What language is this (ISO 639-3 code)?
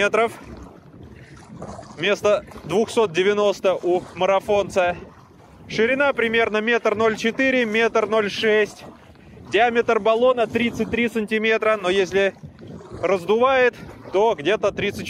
rus